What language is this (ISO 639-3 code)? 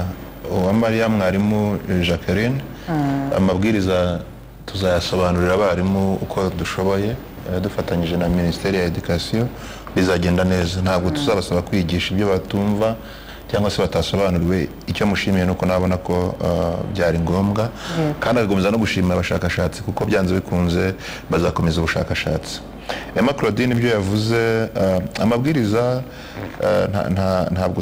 kin